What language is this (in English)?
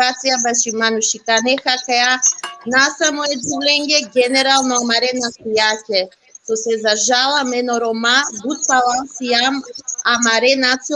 Balkan Romani